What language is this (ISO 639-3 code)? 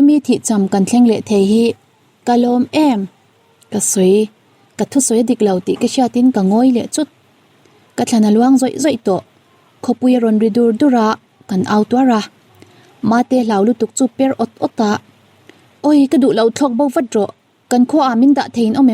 lus